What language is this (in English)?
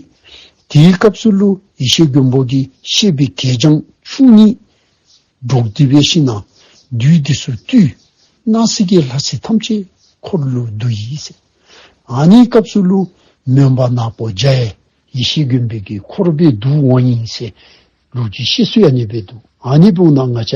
Dzongkha